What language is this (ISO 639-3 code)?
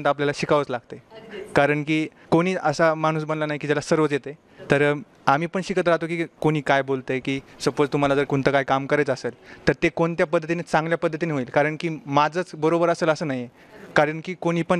mar